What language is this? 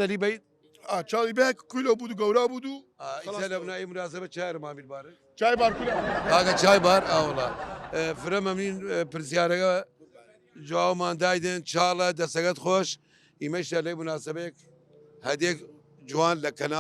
Southern Kurdish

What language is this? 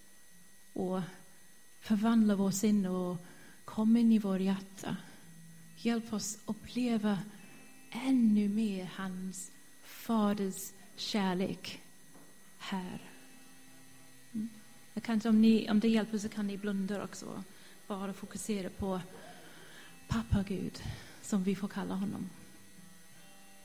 Swedish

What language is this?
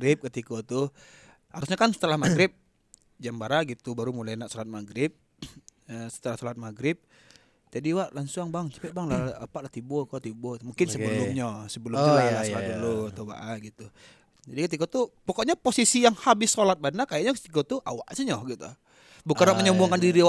Indonesian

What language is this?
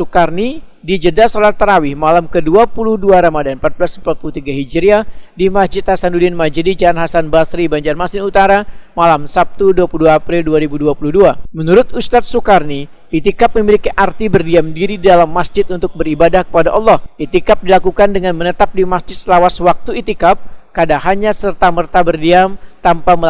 Banjar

